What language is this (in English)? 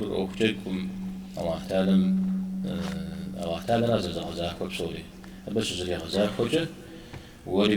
Kabardian